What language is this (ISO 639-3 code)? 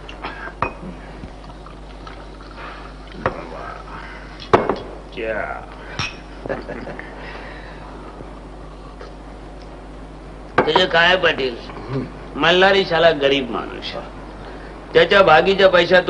mar